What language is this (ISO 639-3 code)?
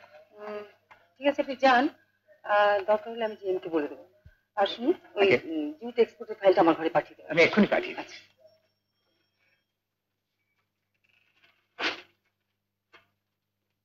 ben